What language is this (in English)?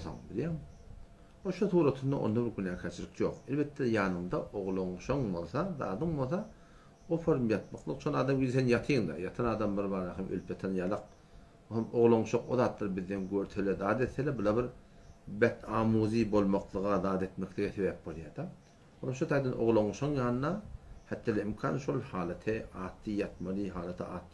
Turkmen